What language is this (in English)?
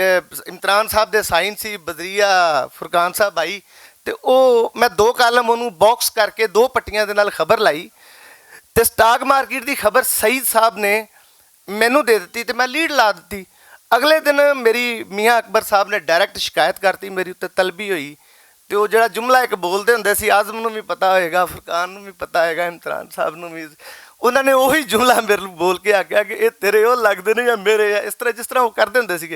Western Panjabi